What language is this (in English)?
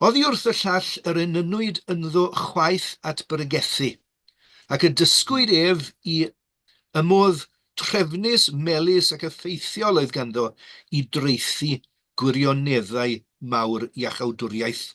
Welsh